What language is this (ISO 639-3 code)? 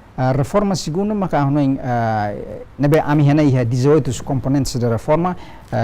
tet